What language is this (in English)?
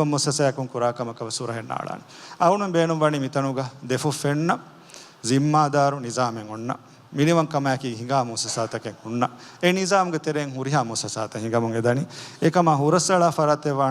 Divehi